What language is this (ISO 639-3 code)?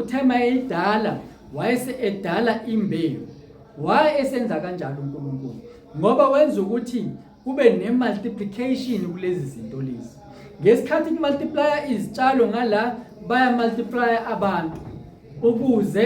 zul